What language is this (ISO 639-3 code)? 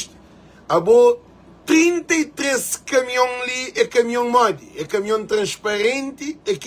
kea